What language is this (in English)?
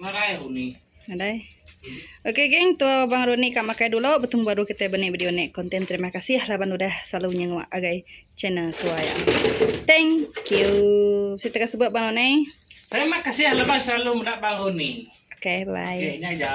Iban